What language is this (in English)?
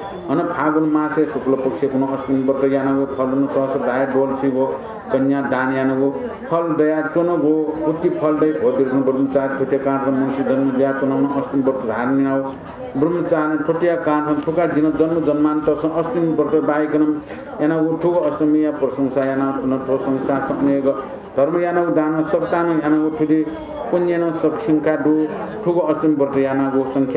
Newari